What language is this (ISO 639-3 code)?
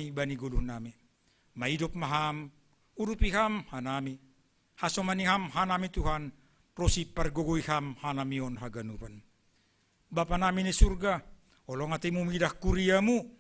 bts